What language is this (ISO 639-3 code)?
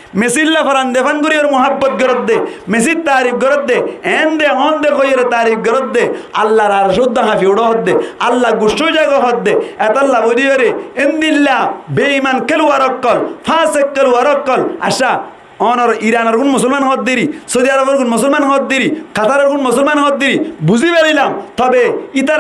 rhg